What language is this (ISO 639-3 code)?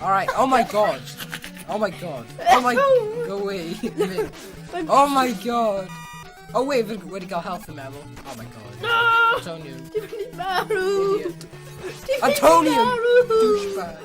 cym